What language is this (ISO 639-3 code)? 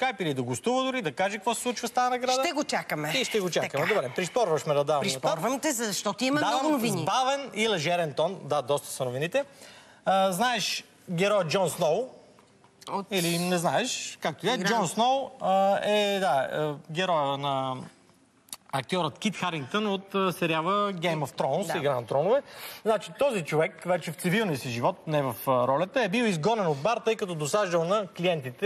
bul